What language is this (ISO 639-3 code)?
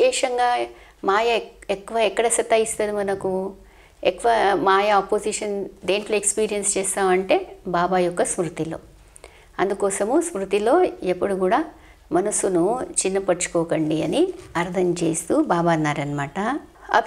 tel